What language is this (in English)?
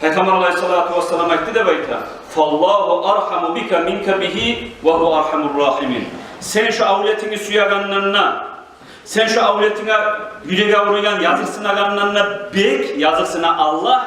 Kumyk